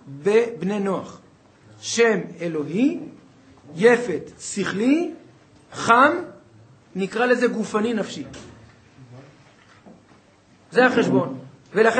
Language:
Hebrew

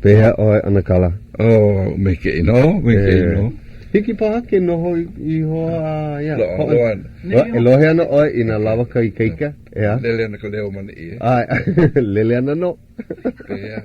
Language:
Hawaiian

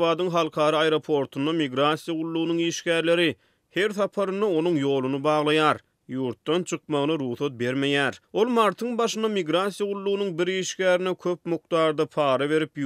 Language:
Turkmen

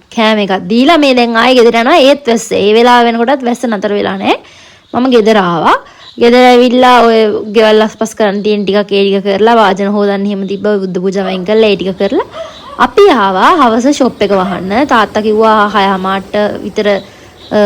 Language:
Sinhala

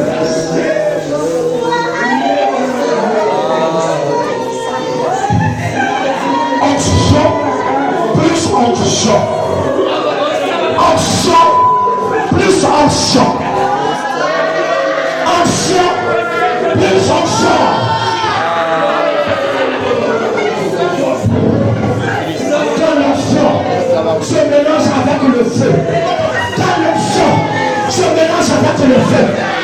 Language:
French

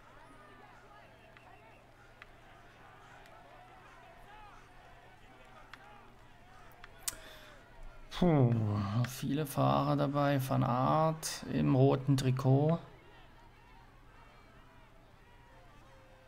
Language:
German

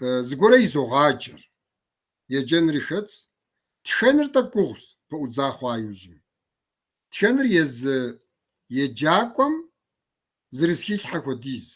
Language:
Kabardian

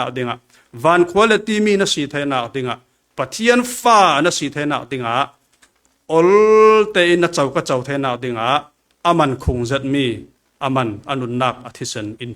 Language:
Falam Chin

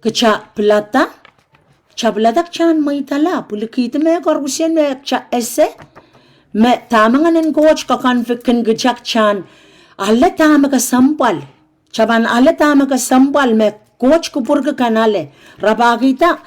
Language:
Pohnpeian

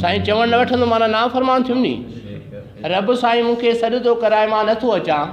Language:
Sindhi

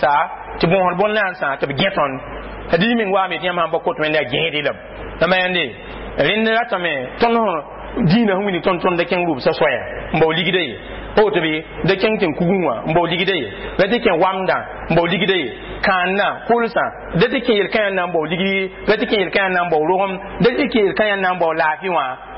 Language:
Mossi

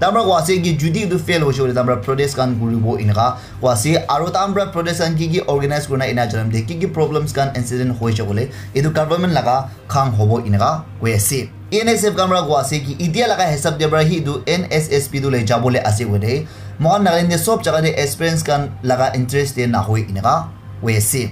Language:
Naga Pidgin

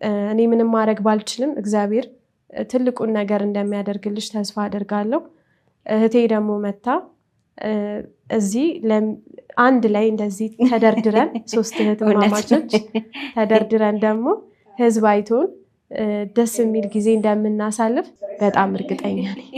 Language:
Amharic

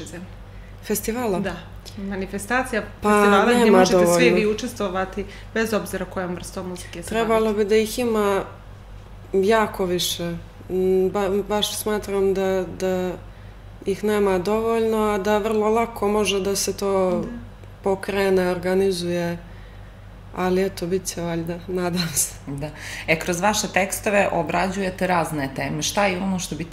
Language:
Serbian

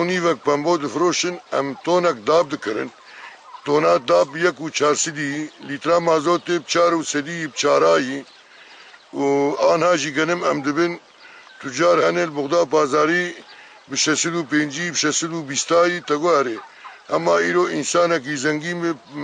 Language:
Kurdish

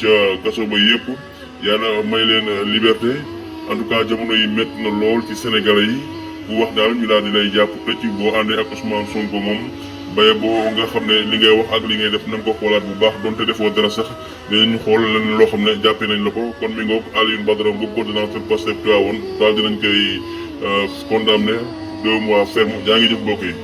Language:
Wolof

